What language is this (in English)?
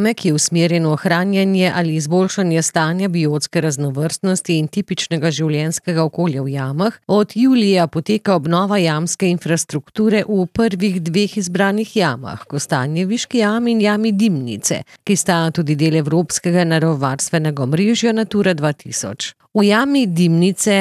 Slovenian